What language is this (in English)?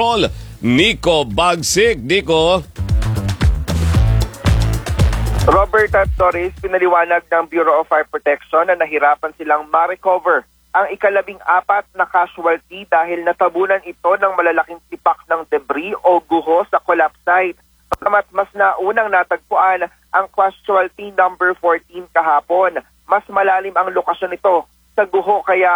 Filipino